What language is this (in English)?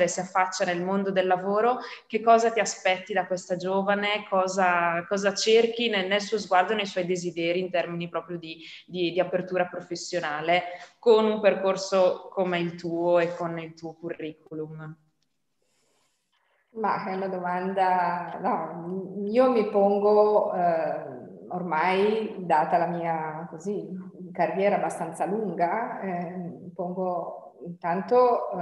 Italian